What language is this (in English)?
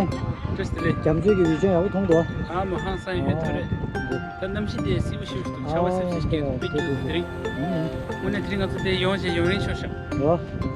Tibetan